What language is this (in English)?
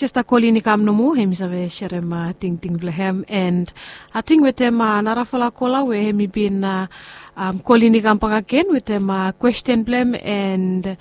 Bislama